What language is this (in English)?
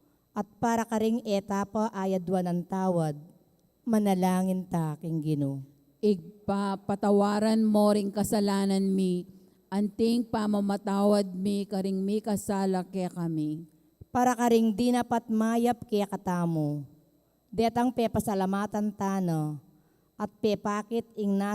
Pampanga